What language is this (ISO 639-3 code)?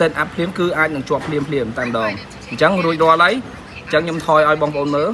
khm